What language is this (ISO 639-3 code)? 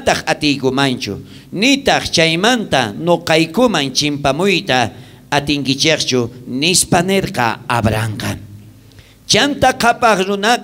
quh